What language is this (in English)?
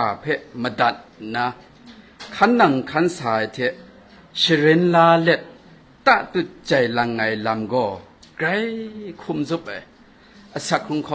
Kachin